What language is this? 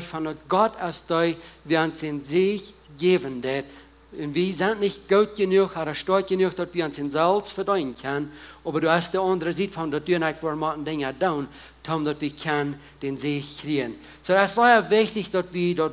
Plautdietsch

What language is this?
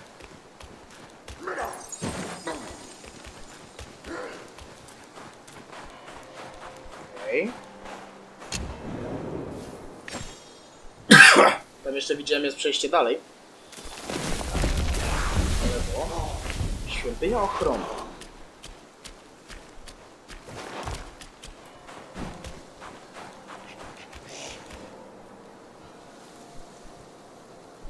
Polish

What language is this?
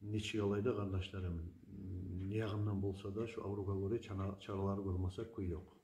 Kumyk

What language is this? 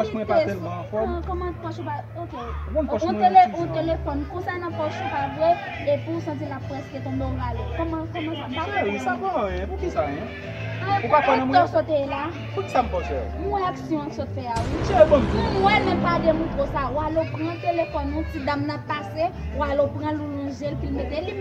Haitian Creole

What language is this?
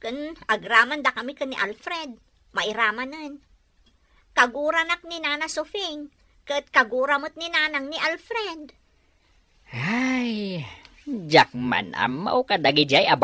Iloko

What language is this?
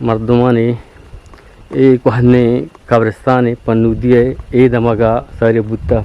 Eastern Balochi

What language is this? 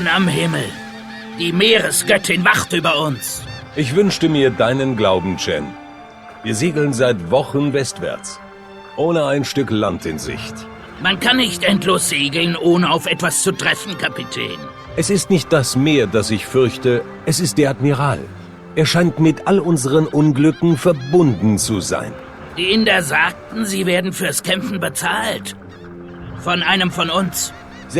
Bavarian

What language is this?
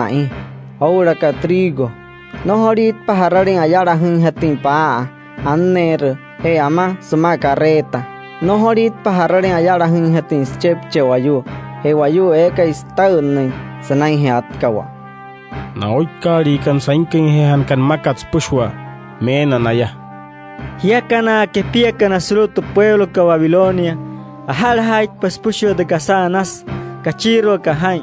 Wayuu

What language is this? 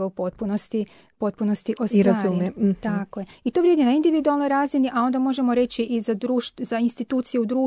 Croatian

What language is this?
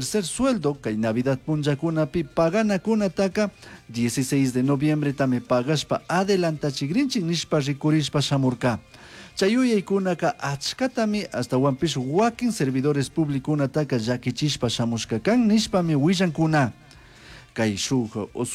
Chimborazo Highland Quichua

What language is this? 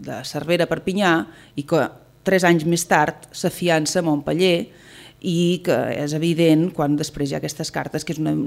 Catalan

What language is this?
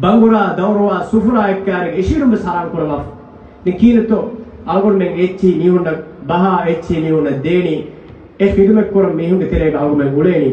Divehi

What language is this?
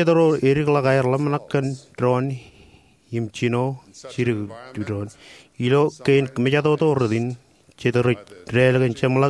Marshallese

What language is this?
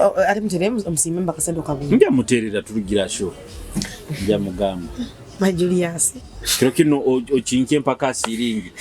Nyoro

